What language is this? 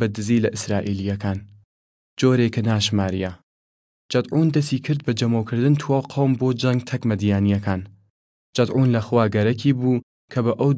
Southern Kurdish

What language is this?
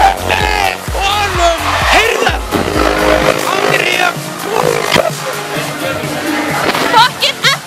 Icelandic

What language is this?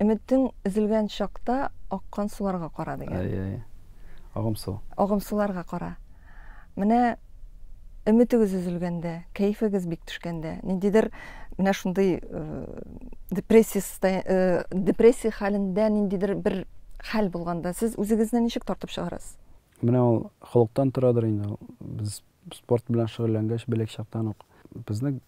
Tatar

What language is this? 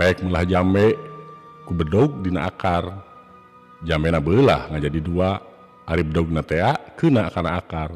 Sundanese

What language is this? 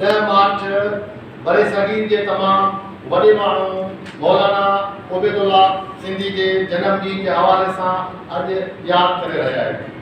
Sindhi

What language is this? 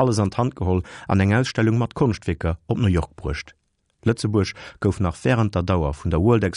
Luxembourgish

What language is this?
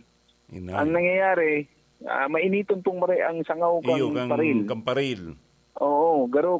Bikol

